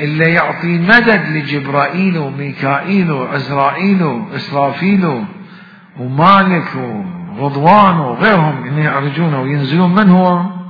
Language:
Mesopotamian Arabic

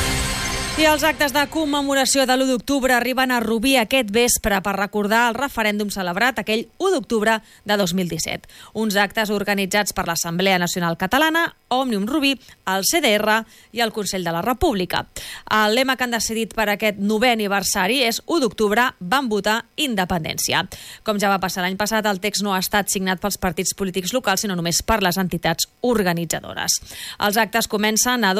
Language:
Catalan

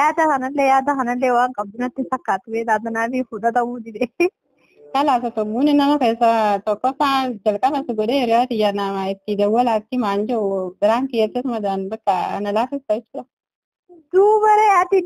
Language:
Oromo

